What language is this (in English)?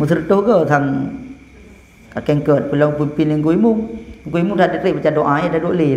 Achinese